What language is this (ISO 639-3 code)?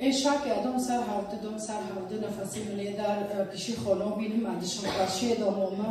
kur